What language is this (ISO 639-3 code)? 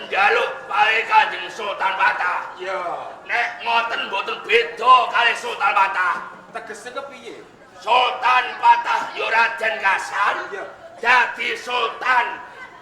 jav